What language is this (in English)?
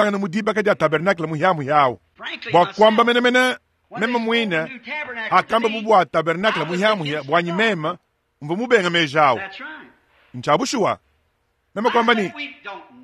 Luba-Lulua